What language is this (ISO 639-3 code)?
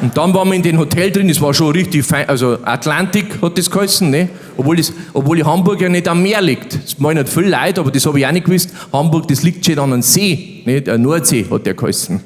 bar